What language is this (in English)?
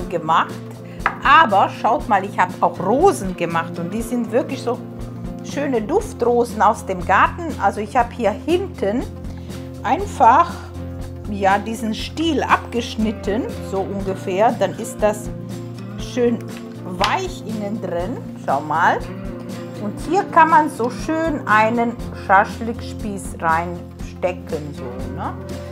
German